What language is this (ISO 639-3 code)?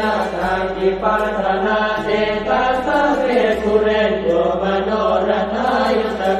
pli